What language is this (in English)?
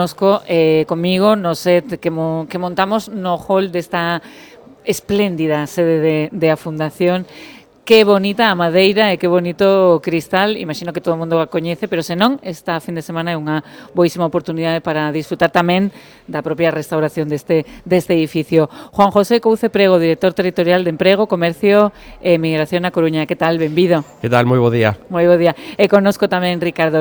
Galician